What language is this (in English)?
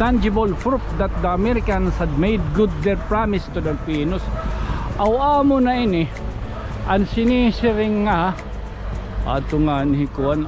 Waray